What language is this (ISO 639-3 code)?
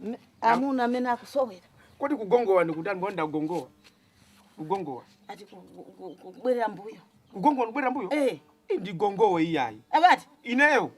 nya